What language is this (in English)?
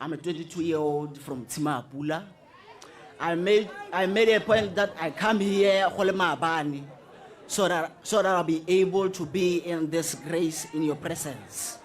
Tswana